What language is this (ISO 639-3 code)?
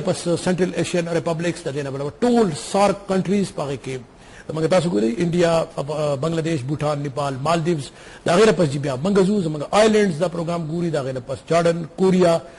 pus